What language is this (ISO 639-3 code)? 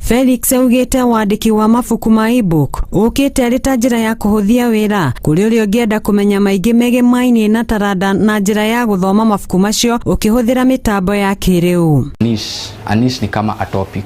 kik